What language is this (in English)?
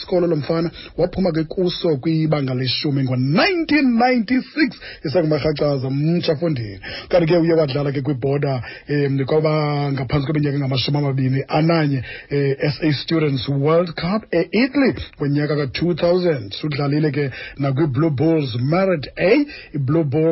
Xhosa